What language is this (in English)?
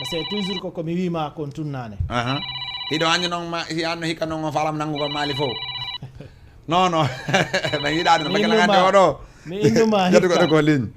Fula